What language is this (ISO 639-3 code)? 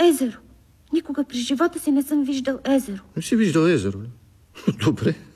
bul